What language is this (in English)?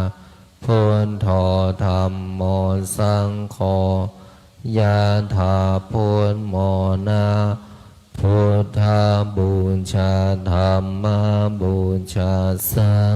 Pali